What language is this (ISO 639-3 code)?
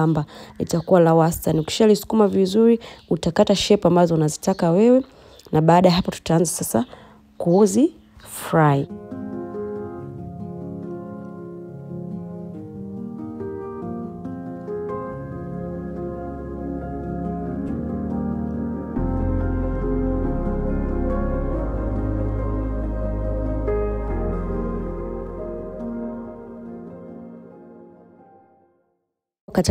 swa